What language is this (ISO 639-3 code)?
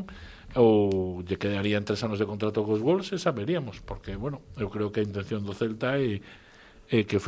glg